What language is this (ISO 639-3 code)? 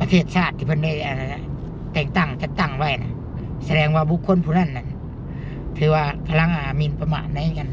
lao